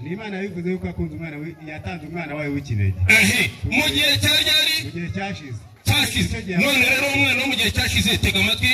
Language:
Kinyarwanda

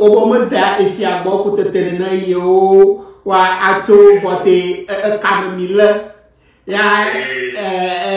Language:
Ewe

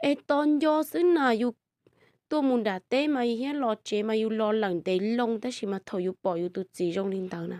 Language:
Hmong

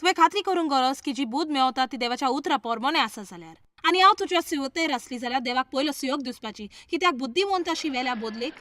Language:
Konkani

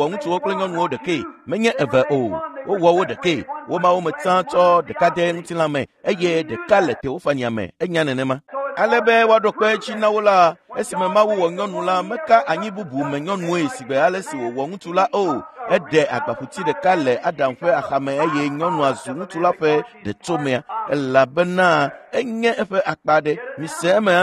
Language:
Ewe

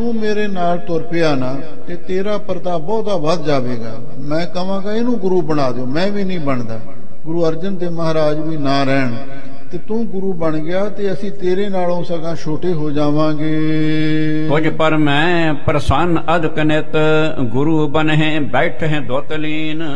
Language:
Punjabi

